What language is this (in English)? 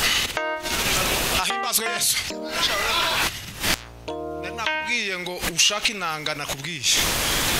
Kinyarwanda